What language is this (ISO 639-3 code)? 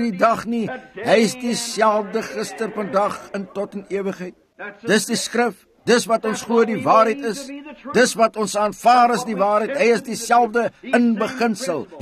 afr